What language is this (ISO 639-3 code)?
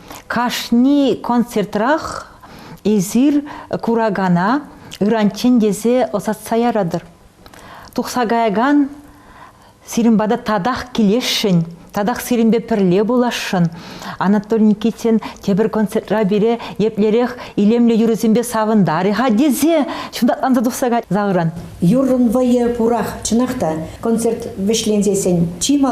chv